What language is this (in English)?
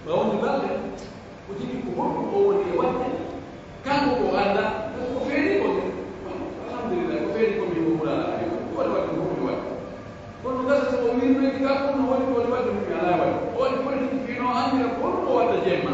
Pular